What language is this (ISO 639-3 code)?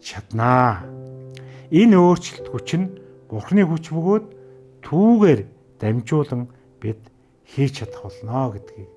mon